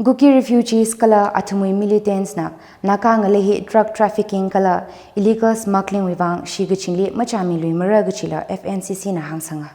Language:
Tangkhul Naga (India)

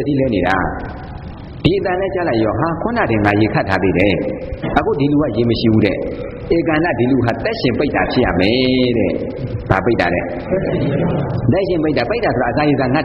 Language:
Burmese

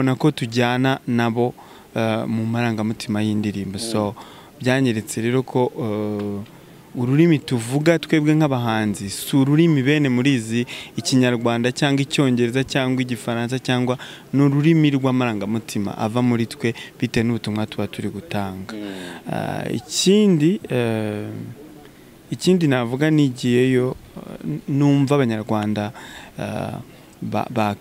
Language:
Kinyarwanda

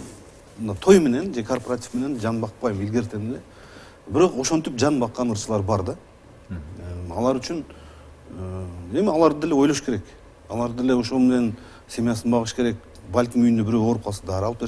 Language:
Kyrgyz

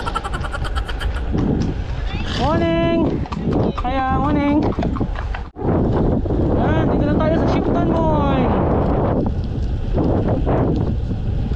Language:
Filipino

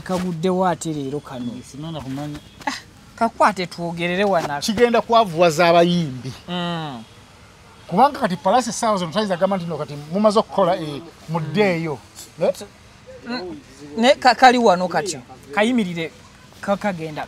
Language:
Ganda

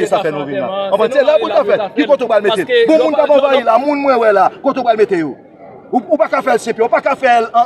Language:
Haitian Creole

